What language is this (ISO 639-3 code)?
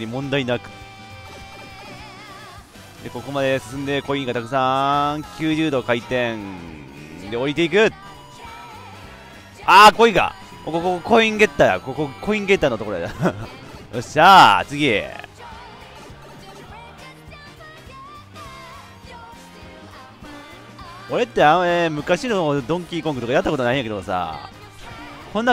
jpn